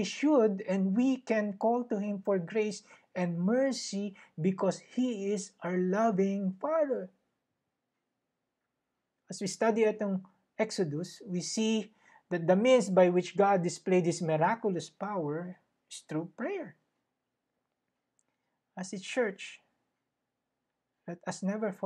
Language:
Filipino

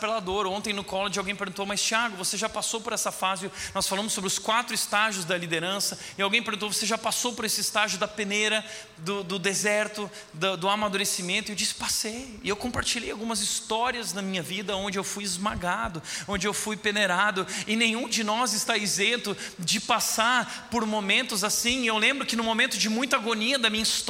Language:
Portuguese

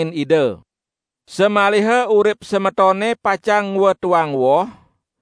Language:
Balinese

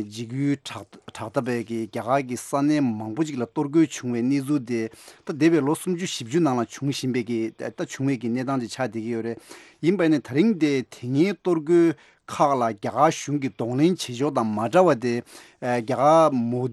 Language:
Tibetan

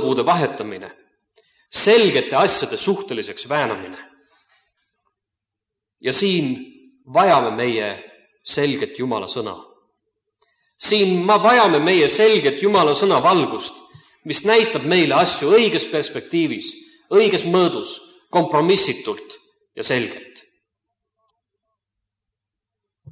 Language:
Estonian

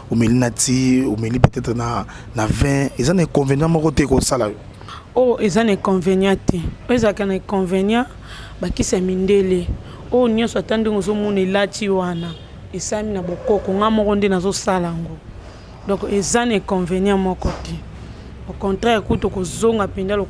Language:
Lingala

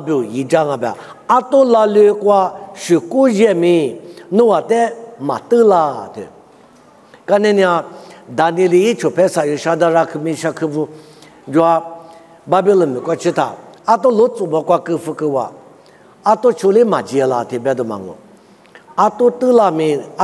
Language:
Lisu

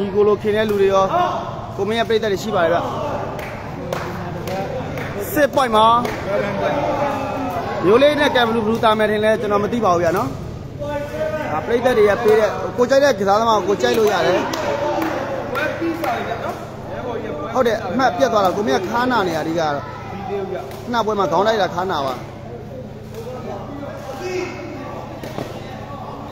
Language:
Burmese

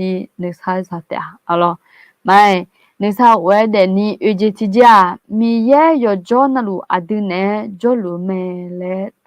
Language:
Akha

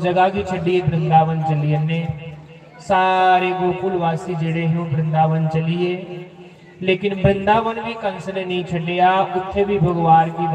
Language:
Dogri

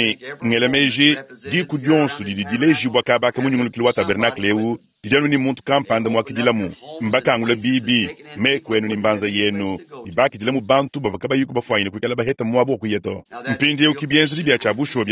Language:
Luba-Lulua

